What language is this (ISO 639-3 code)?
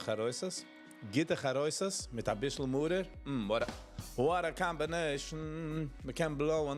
yid